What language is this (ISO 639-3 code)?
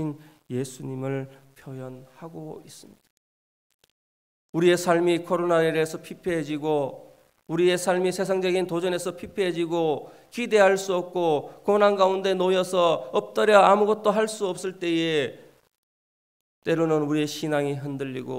kor